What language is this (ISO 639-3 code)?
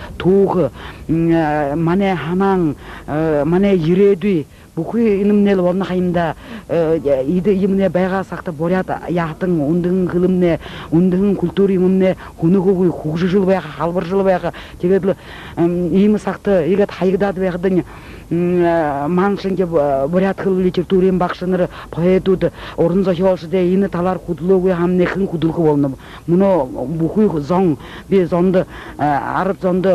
bua